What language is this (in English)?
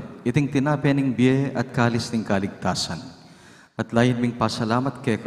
Pampanga